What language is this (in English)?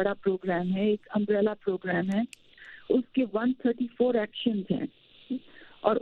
Urdu